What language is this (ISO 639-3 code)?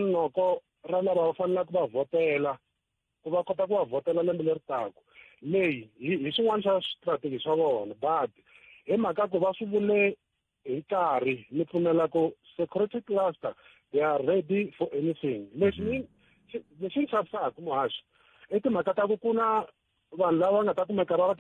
tso